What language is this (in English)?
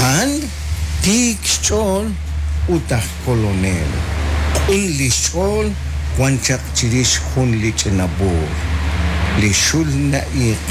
Kekchí